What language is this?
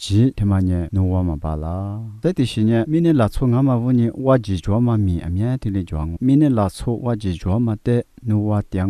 Lisu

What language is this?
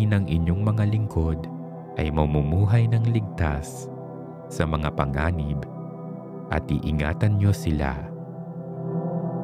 Filipino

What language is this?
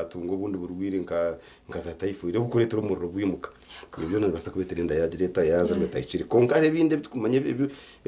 Nyankole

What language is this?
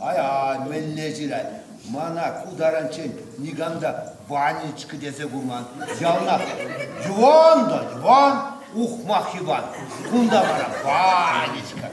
Chuvash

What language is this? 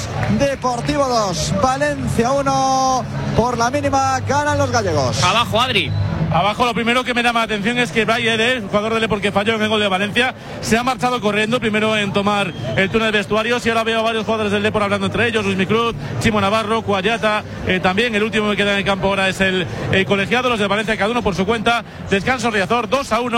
Spanish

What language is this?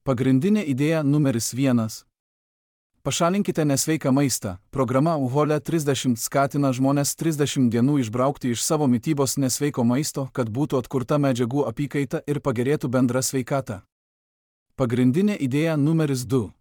Lithuanian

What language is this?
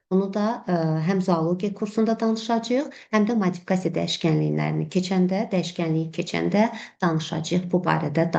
Azerbaijani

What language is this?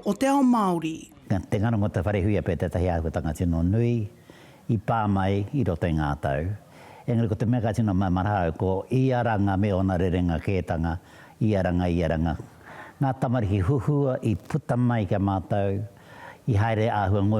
Māori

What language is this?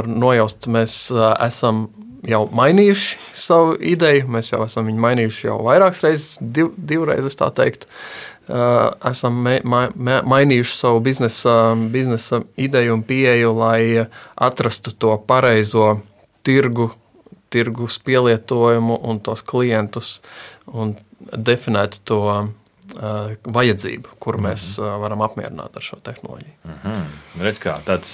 Latvian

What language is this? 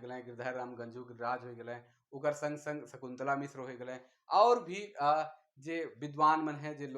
Sadri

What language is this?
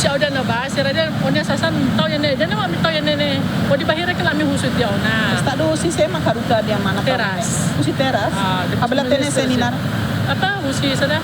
Tetum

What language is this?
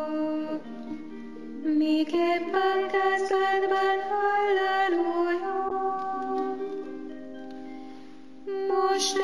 Hungarian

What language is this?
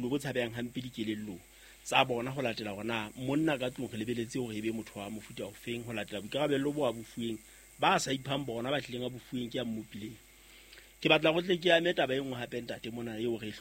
Southern Sotho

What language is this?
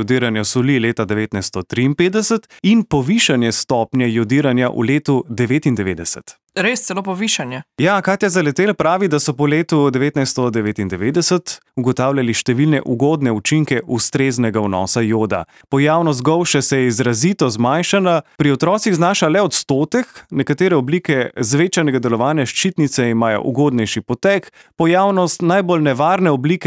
Slovenian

